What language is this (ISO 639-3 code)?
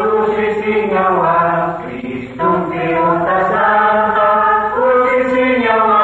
aym